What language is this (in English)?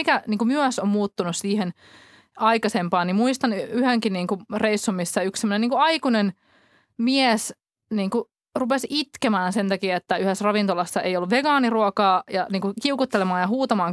Finnish